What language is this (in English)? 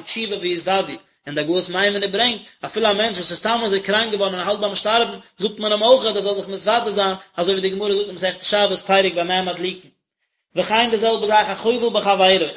Yiddish